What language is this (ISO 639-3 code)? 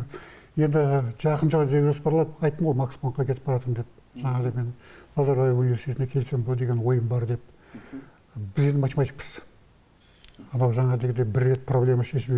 kaz